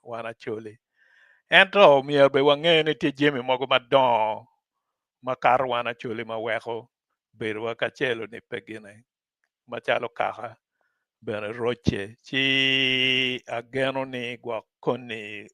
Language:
Acoli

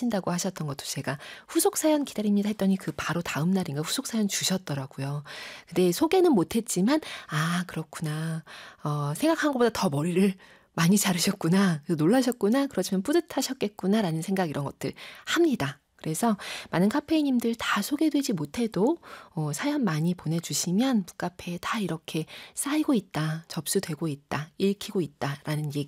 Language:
Korean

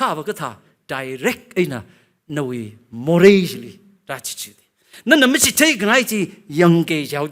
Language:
Tangkhul Naga (India)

